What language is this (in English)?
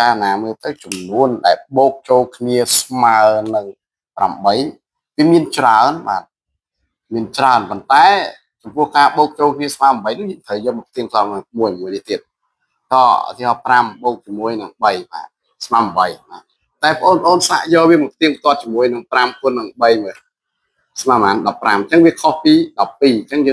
Khmer